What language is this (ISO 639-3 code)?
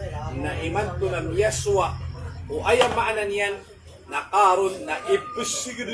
mrw